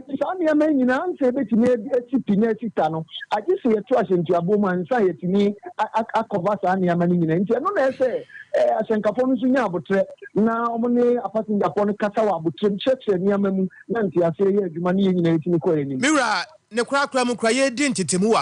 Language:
Akan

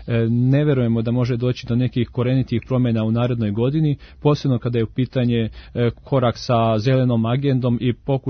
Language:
Serbian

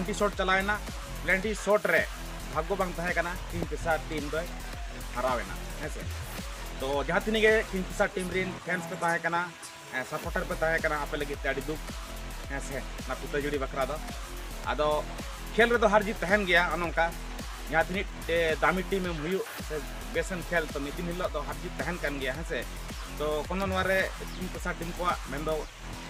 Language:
Santali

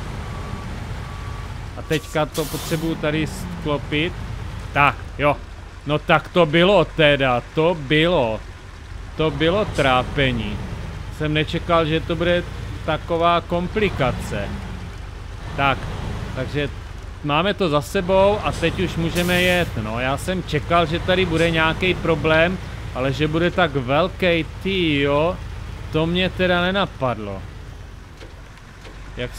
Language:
Czech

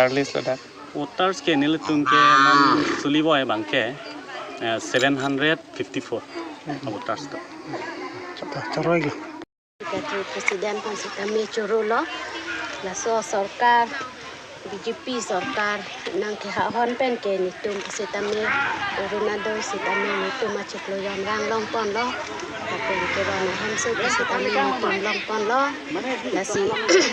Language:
Karbi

